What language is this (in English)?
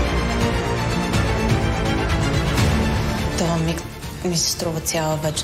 Bulgarian